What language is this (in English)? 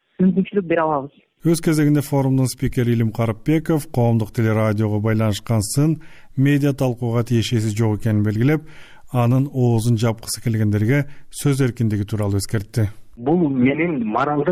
Kyrgyz